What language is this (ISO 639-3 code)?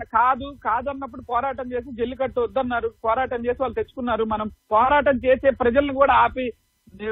tel